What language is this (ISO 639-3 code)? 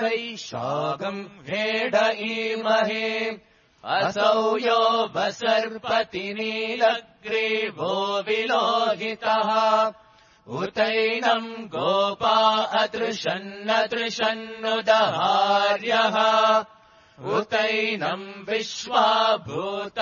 san